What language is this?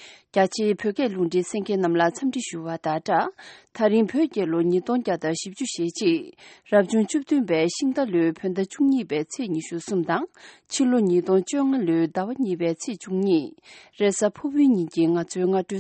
Tibetan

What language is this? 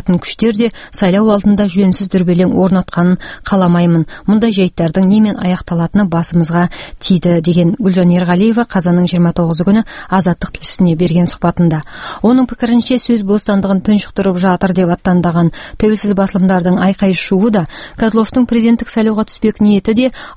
Kazakh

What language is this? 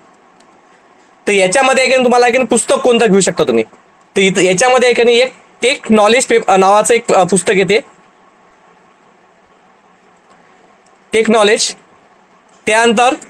Marathi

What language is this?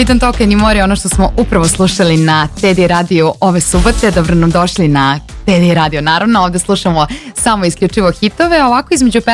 Serbian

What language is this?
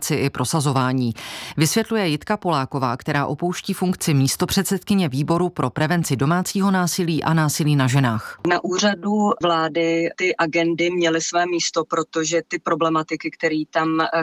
Czech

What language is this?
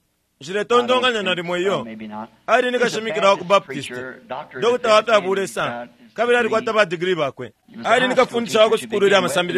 Bemba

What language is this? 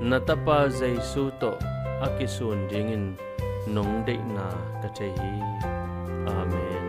Tedim Chin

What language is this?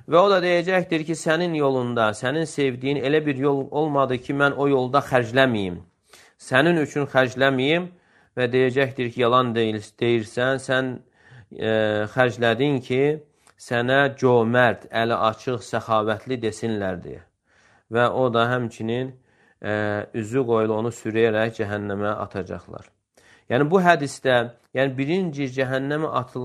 Azerbaijani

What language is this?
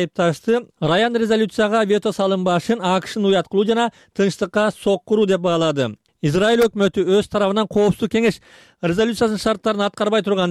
Kyrgyz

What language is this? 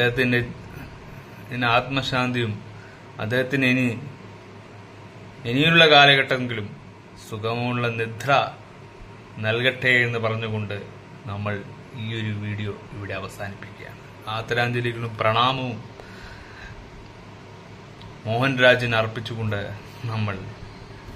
Malayalam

